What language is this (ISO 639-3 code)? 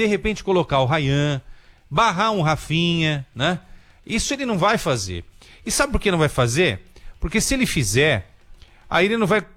por